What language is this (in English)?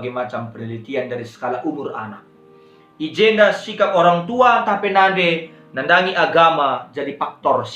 Batak Karo